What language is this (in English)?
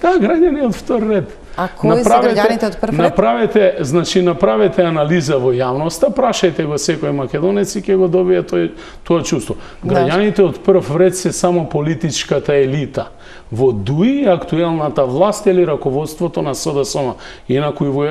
Macedonian